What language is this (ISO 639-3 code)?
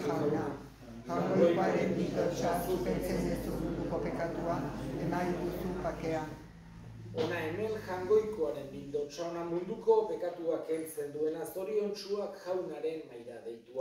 eus